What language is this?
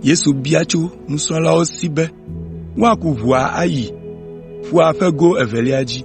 Ewe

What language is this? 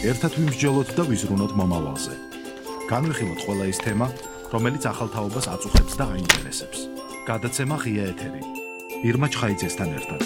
Georgian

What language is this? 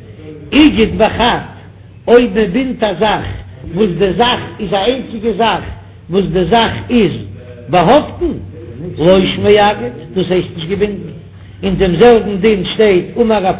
Yiddish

